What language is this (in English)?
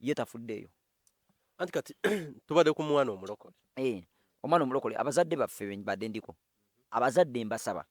Ganda